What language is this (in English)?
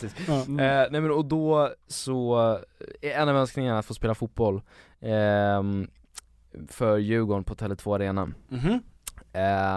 Swedish